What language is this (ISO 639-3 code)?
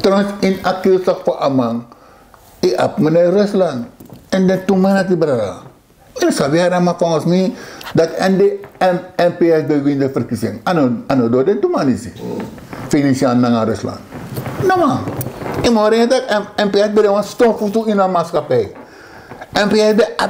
srn